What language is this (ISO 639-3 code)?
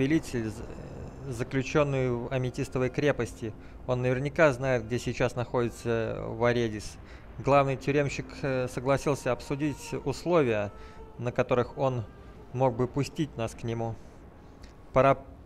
rus